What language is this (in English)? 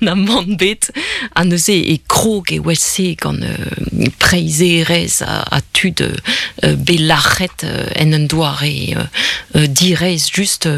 Breton